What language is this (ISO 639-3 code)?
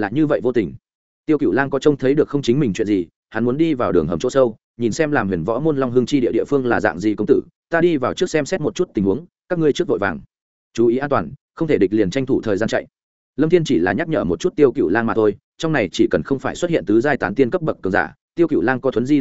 vie